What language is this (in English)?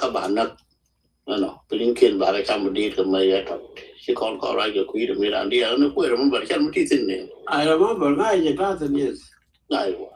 Nuer